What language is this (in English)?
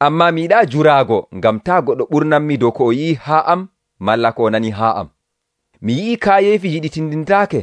Nigerian Fulfulde